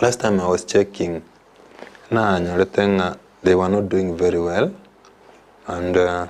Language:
Gusii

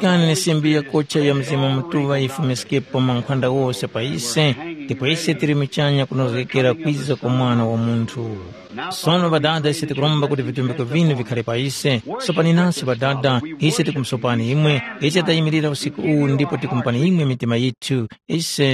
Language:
Tumbuka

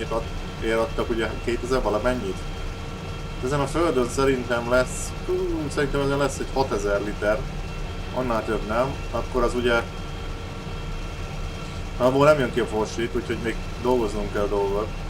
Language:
Hungarian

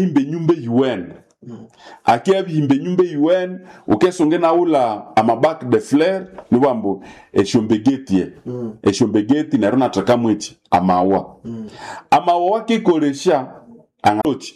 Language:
Nande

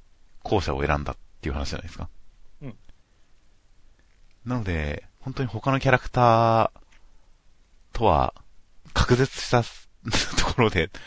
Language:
Japanese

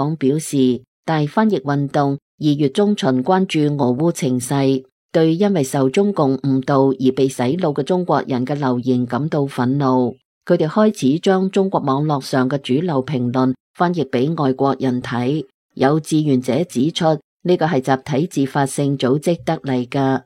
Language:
Cantonese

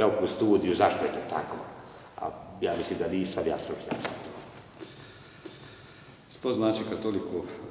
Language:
Croatian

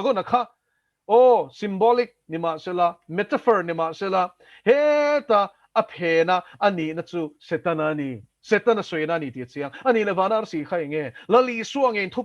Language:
Mizo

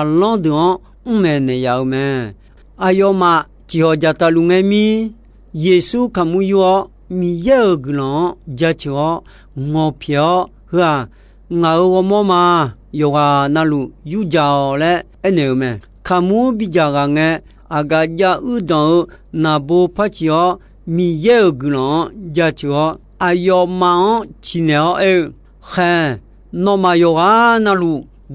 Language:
Akha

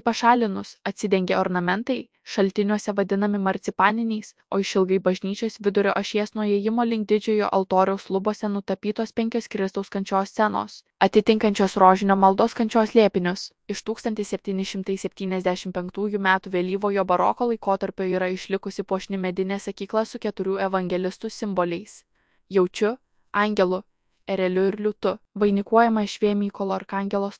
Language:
Lithuanian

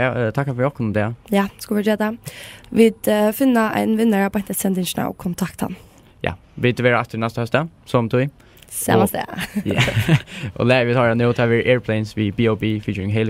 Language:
Faroese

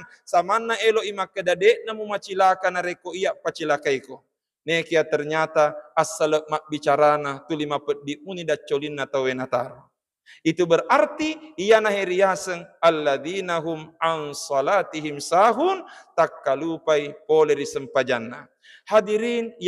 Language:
Buginese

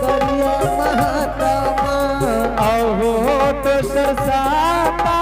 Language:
Angika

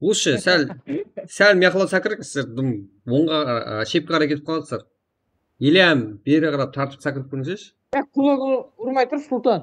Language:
Kara-Kalpak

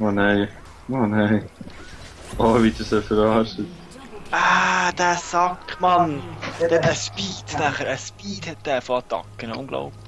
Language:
Swiss German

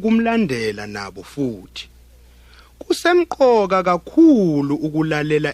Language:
Zulu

